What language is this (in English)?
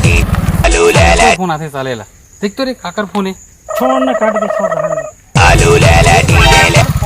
Chhattisgarhi